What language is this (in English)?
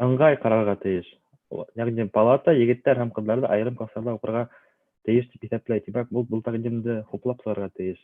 Bashkir